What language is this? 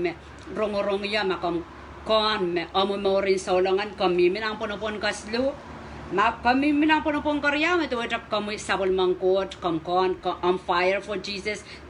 Pohnpeian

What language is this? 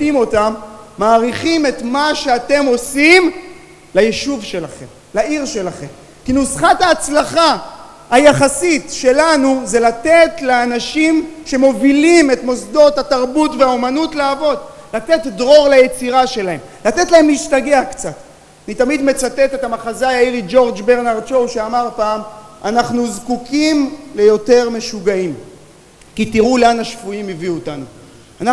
Hebrew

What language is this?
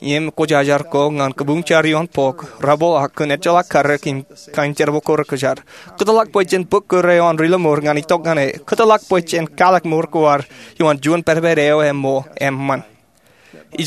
Marshallese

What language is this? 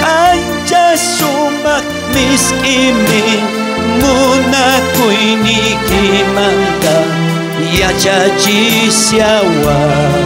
South Bolivian Quechua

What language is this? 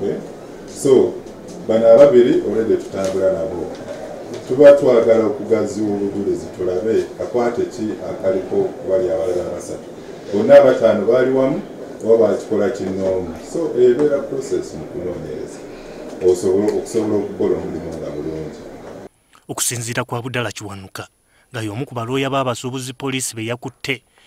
Ganda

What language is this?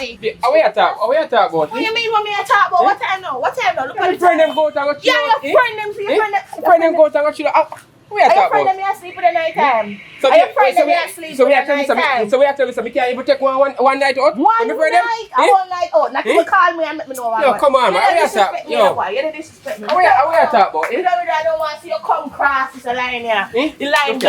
Jamaican Creole English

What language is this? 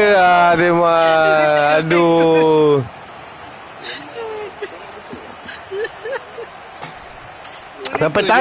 Malay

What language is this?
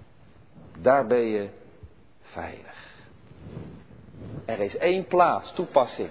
Dutch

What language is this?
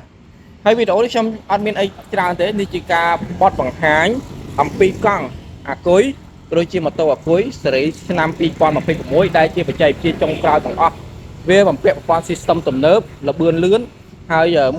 Khmer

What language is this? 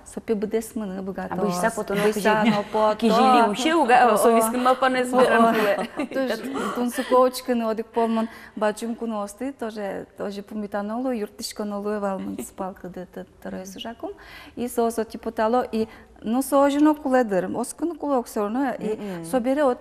Udmurt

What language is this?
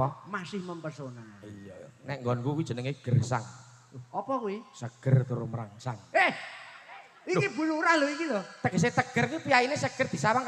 Javanese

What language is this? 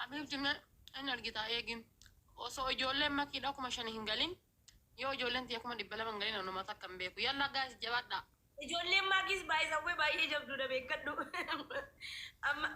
Oromo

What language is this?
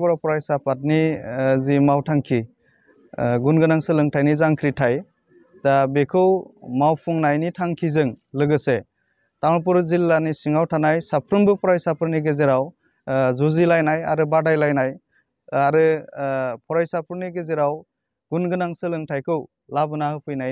Bodo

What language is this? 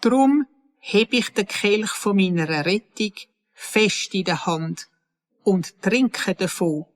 Swiss German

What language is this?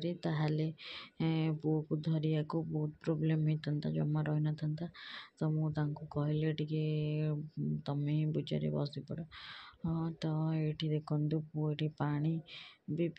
Odia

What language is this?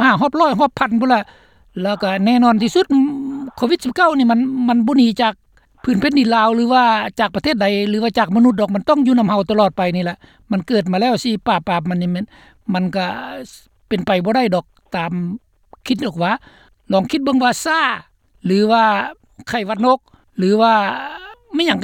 Lao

